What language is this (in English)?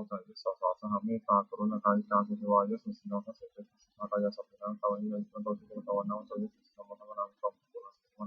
Pali